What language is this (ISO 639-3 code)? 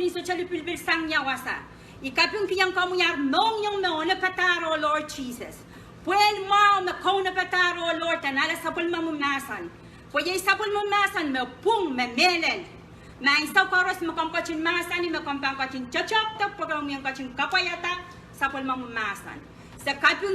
pon